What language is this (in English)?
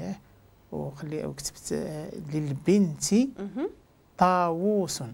Moroccan Arabic